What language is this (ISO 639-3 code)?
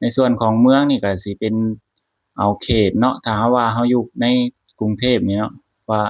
lao